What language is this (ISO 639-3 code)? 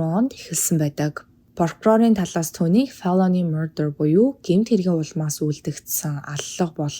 mon